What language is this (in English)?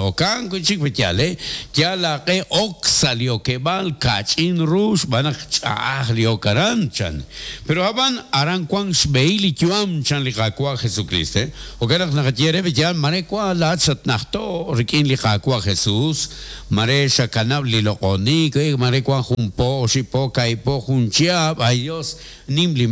Kekchí